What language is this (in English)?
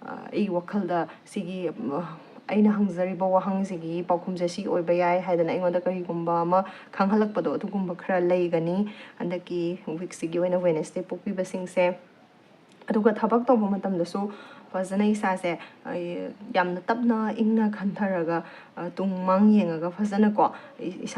Manipuri